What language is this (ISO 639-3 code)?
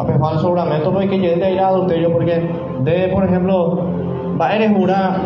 grn